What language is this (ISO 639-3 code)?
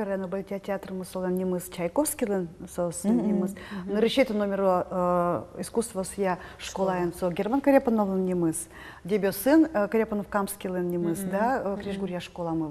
udm